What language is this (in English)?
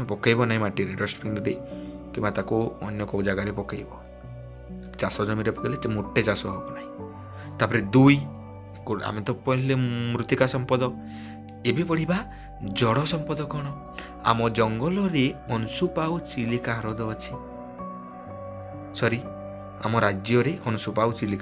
Odia